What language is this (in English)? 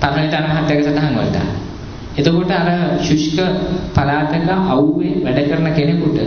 Sinhala